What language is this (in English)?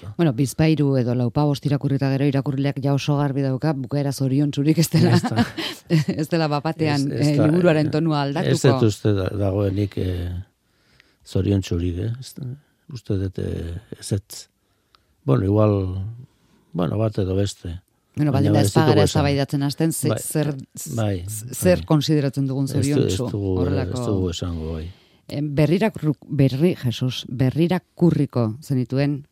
Basque